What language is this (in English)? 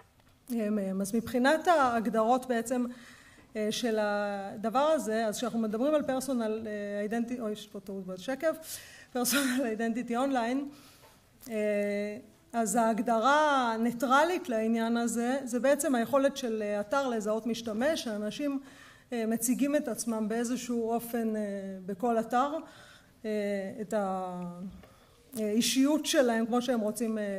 Hebrew